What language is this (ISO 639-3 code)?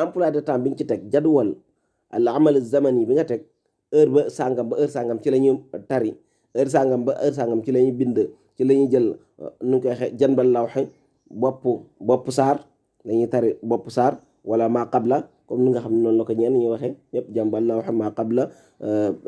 wol